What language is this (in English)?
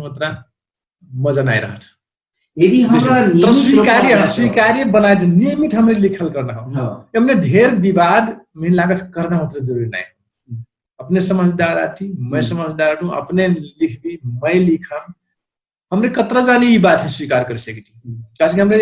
Dangaura Tharu